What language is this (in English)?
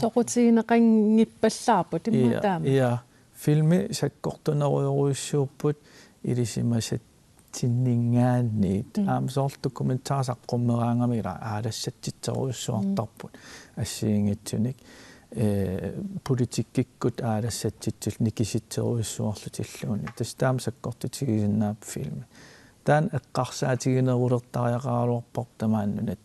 Kalaallisut